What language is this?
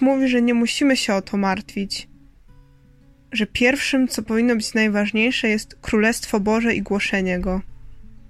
Polish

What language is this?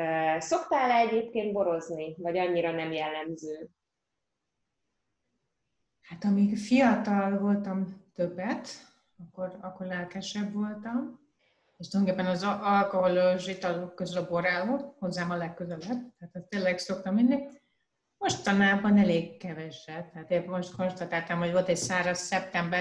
Hungarian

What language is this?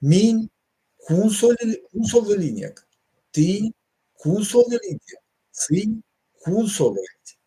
Erzya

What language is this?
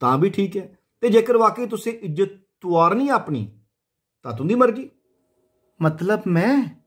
Dogri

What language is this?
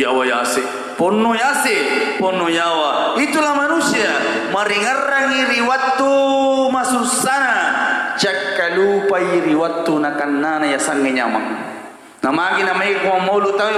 Buginese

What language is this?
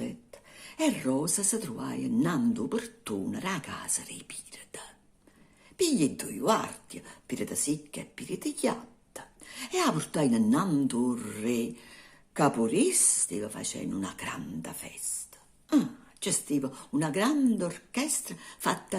Neapolitan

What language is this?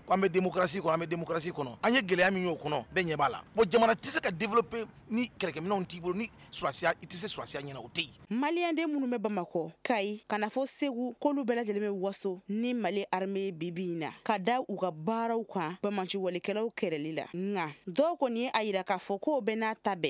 Bambara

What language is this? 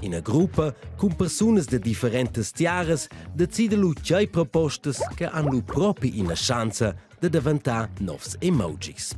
Romansh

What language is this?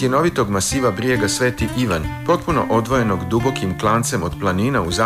Serbian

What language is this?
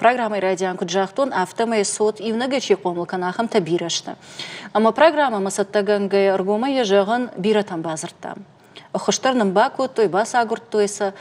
Ossetic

